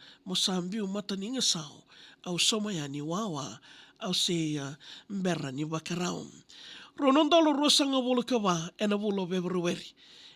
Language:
Fijian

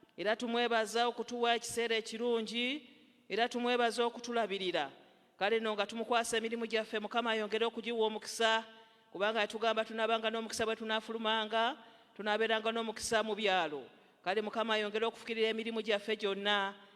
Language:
Ganda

